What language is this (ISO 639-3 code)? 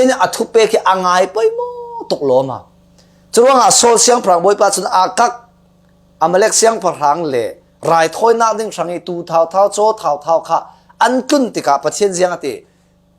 cfm